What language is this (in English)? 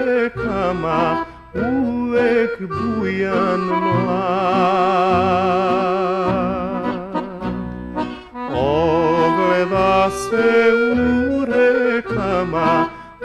Serbian